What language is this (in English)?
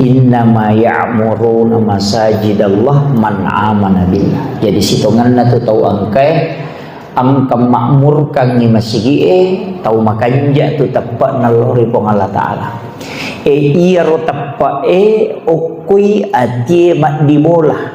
Buginese